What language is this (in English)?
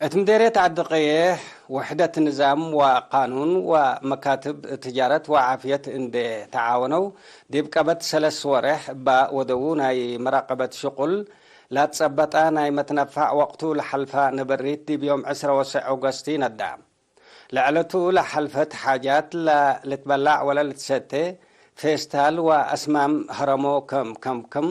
Tigre